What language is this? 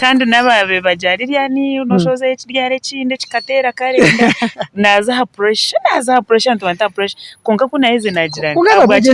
Nyankole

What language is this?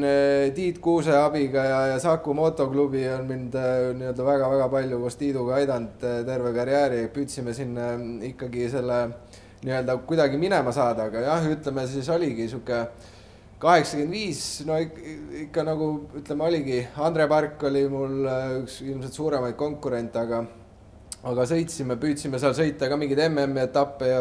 Estonian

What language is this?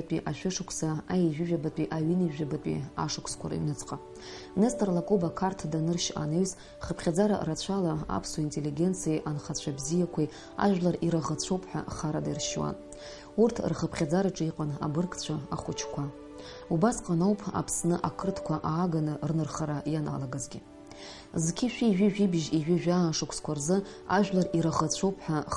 Abkhazian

